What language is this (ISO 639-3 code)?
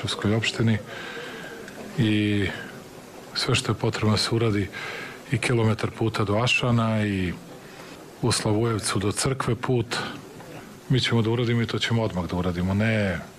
srp